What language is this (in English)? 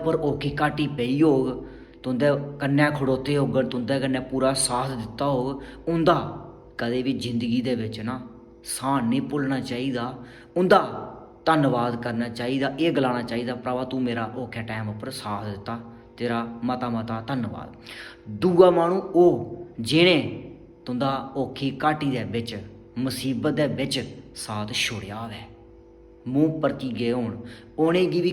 Dogri